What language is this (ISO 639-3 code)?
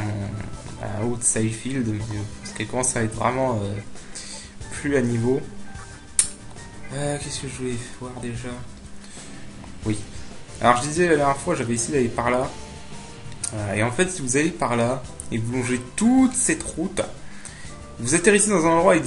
fra